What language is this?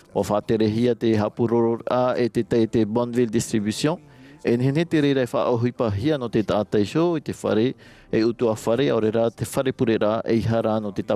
Tahitian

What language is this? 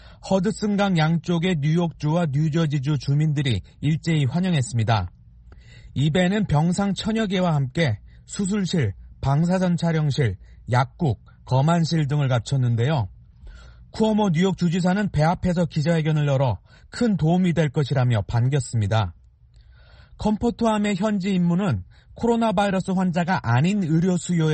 Korean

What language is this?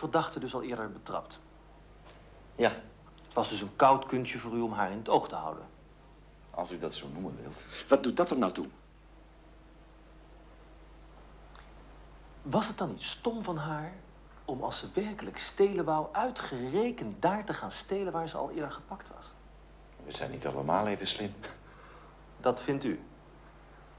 Dutch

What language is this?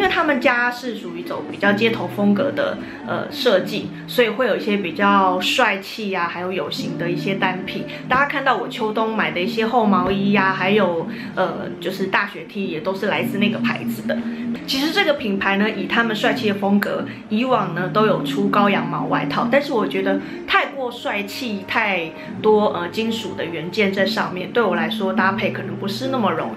Chinese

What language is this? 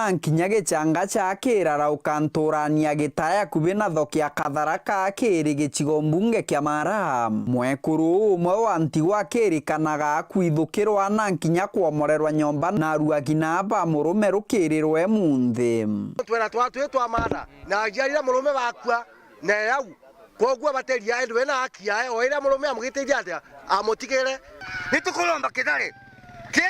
Meru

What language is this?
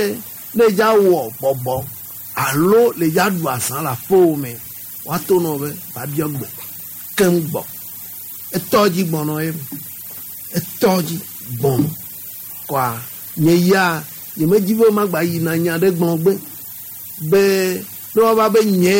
Gen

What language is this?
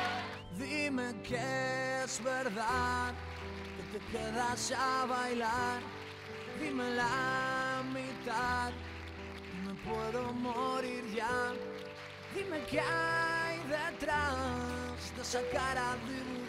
Spanish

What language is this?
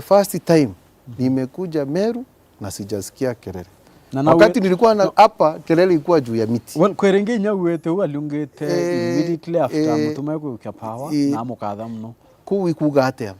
Meru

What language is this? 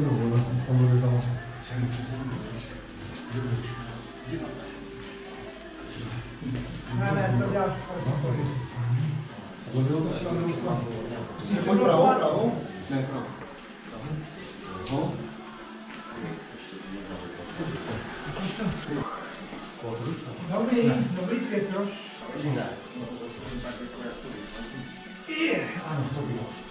Czech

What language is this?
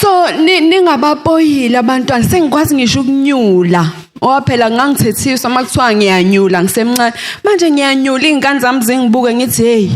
Zulu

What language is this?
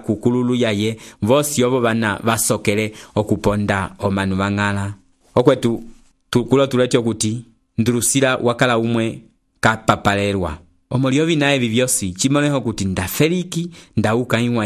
Umbundu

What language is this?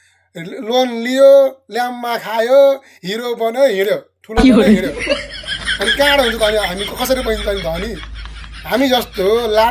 Nepali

